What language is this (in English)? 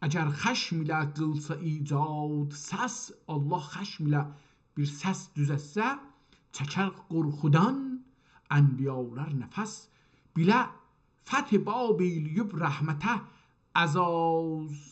South Azerbaijani